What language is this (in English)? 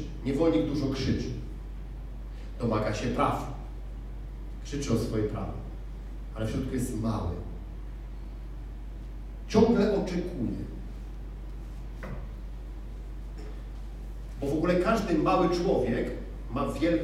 Polish